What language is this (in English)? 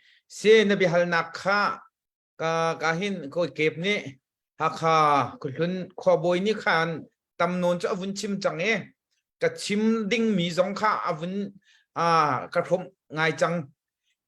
Hakha Chin